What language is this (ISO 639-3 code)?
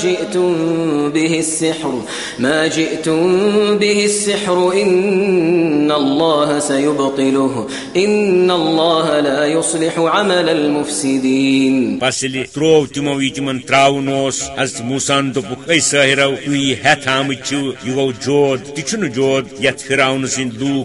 kas